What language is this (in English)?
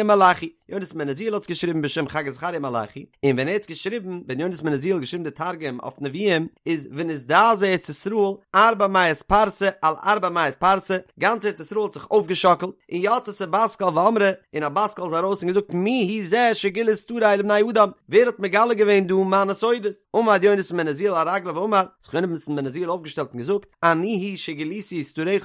Yiddish